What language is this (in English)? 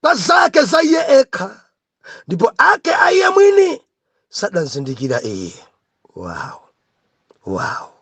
Nyanja